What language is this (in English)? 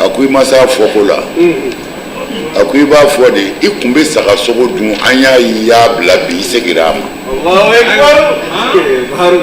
Bambara